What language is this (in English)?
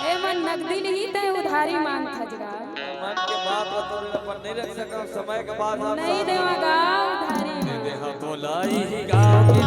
Chhattisgarhi